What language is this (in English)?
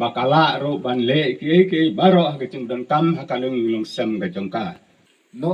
Khasi